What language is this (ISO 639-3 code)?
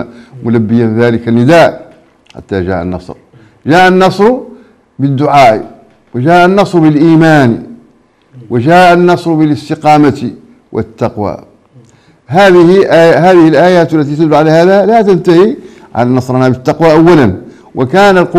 ara